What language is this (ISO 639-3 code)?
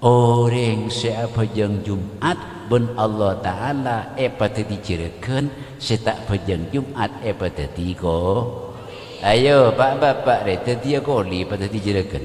mad